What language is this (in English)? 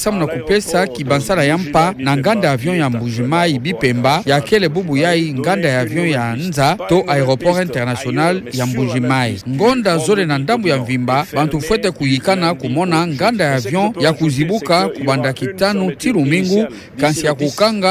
Kituba (Democratic Republic of Congo)